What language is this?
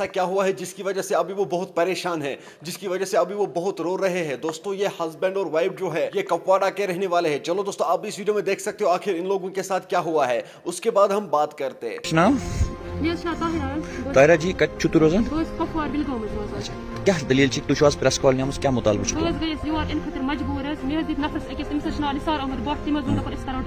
Kashmiri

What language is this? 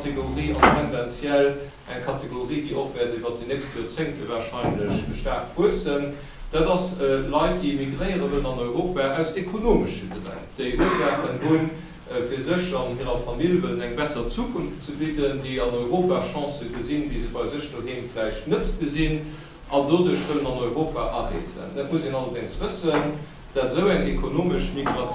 Luxembourgish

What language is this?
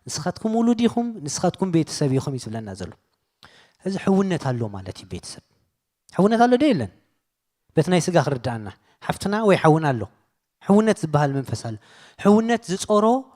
Tigrinya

